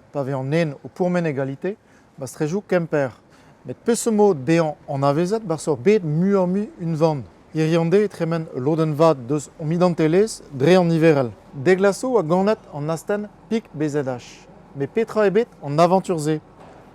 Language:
Breton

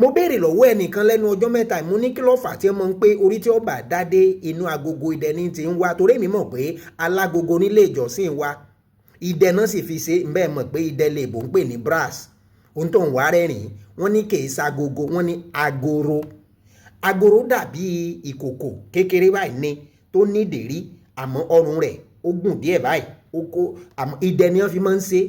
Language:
Yoruba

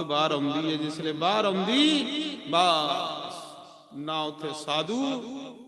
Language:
Dogri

